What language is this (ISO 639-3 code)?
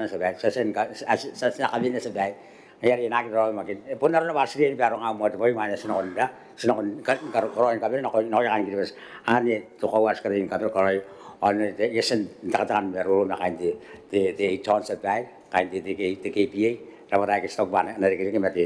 gil